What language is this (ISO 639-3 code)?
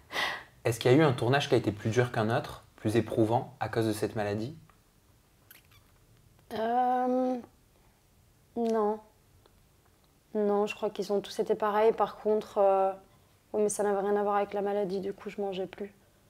fra